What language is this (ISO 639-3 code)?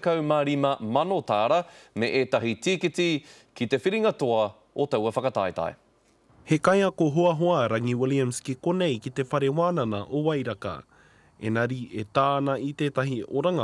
mri